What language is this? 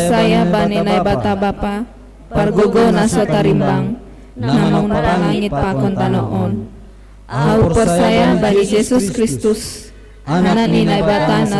Batak Simalungun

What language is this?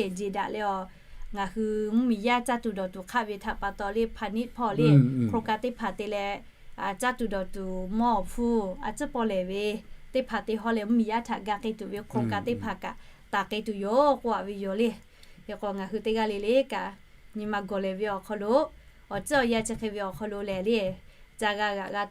Lahu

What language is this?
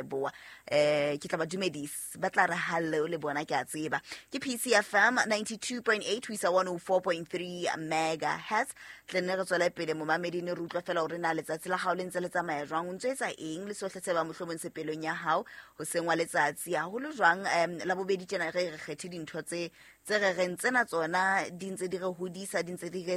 Southern Sotho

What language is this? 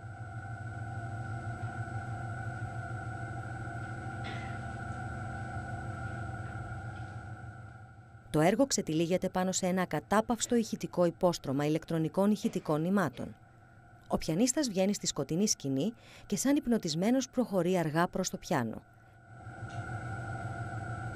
Greek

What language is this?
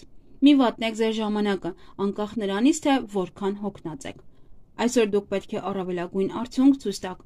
Armenian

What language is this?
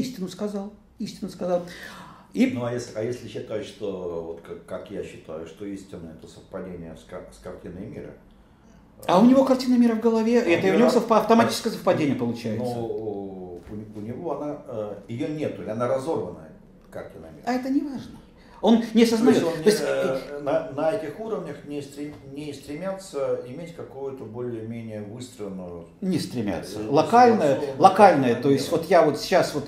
Russian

